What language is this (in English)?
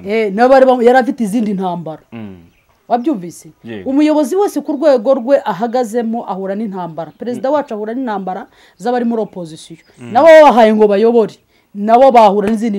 Kinyarwanda